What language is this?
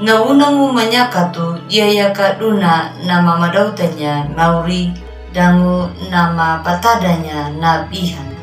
Anakalangu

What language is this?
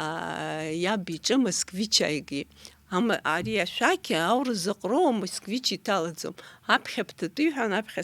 Abkhazian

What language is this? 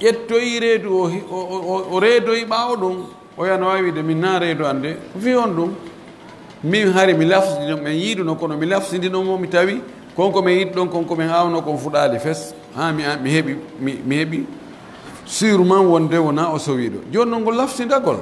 Pular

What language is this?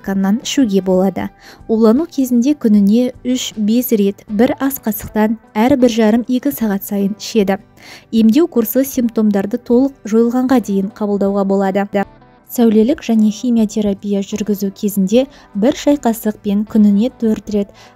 Kazakh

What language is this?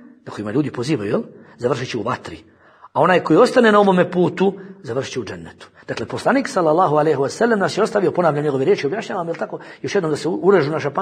Bosnian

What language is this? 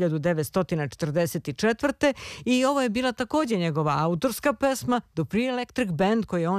Serbian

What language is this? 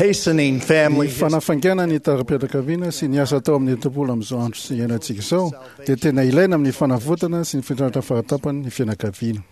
Malagasy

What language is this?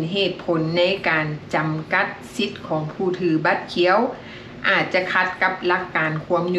Lao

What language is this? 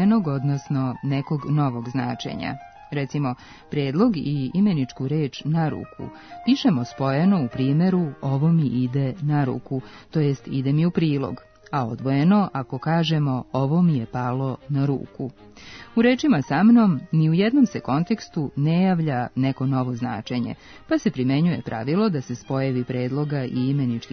Serbian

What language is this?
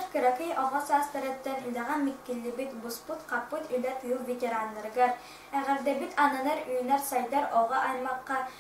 Yakut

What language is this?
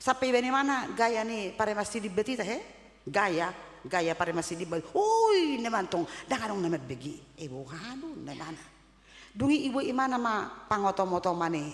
Batak Toba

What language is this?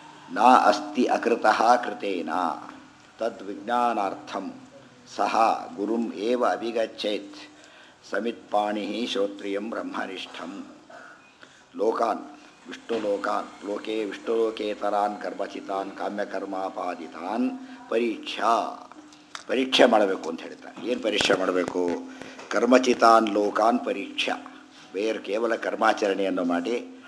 Kannada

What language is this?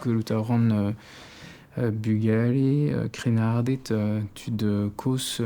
Breton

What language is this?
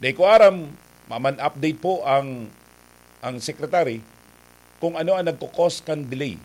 Bikol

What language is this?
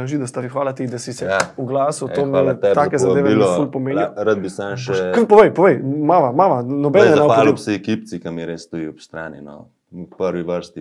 Slovenian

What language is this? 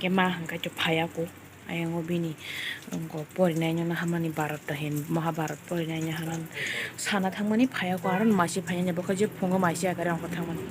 Kok Borok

